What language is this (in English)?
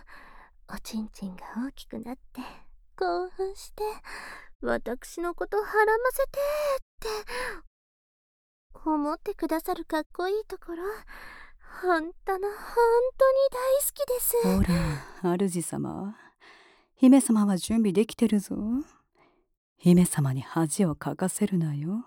Japanese